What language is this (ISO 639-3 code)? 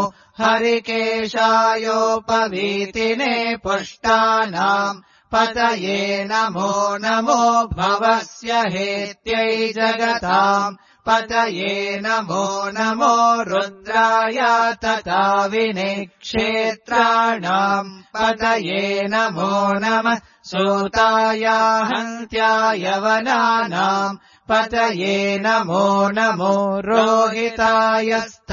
san